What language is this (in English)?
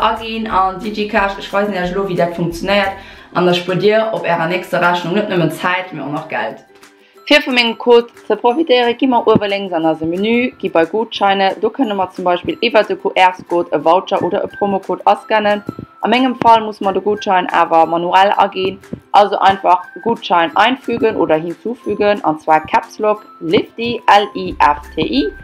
Luxembourgish